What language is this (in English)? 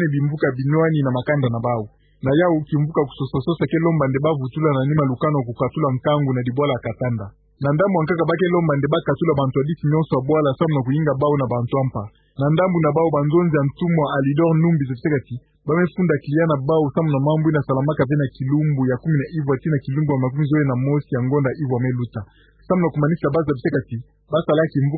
Kituba (Democratic Republic of Congo)